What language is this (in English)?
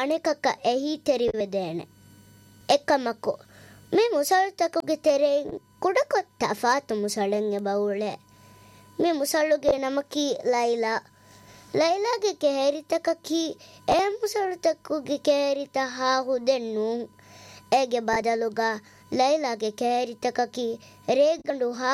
Divehi